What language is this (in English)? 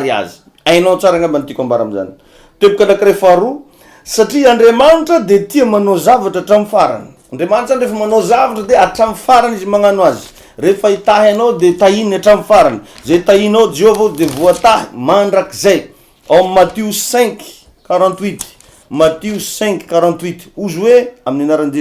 Malagasy